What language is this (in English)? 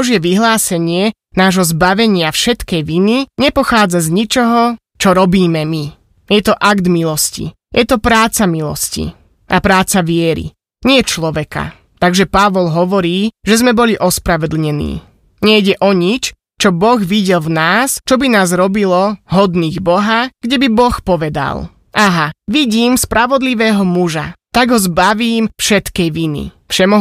Slovak